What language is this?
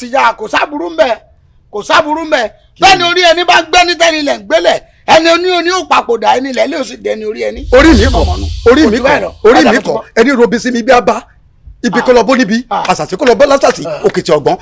Yoruba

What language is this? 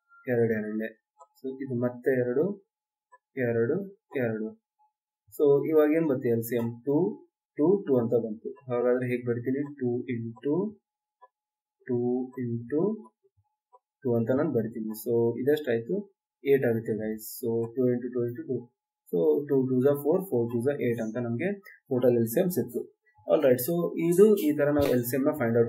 Kannada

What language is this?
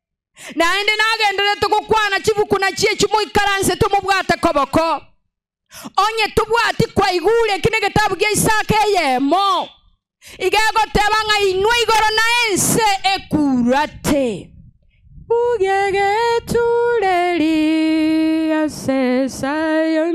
Gusii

